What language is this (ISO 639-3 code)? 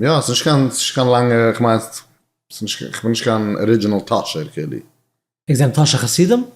yid